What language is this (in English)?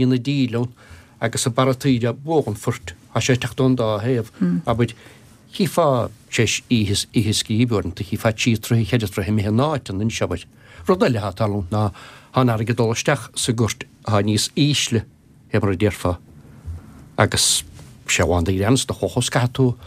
Irish